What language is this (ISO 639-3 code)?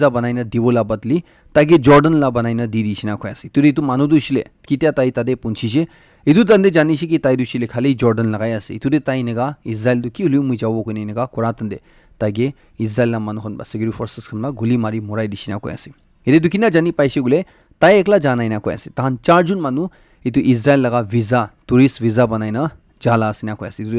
nag